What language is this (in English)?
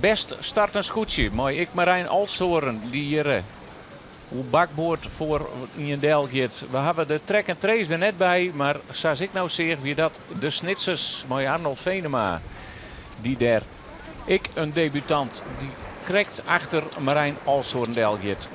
Western Frisian